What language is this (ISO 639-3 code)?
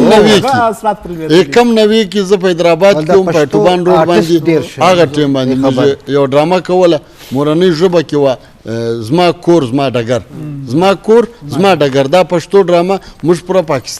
bgp